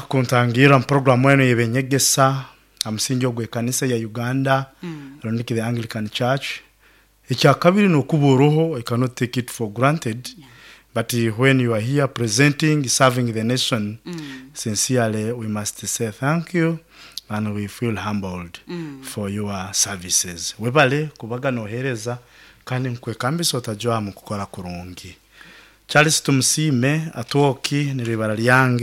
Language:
Nyoro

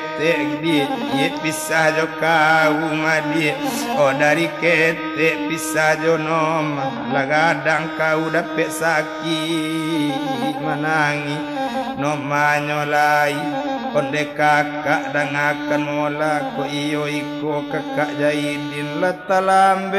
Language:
Minangkabau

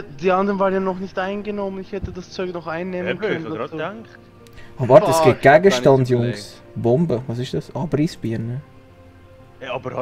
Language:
Swiss German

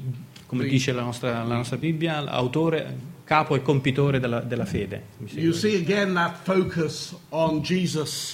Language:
Italian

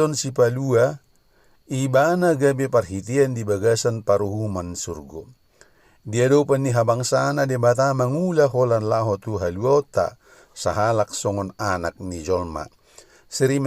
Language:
Batak Toba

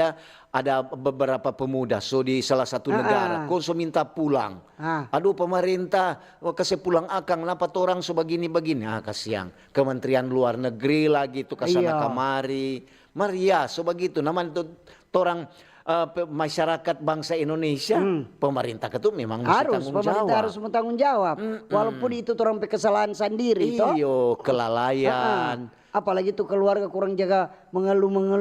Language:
Manado Malay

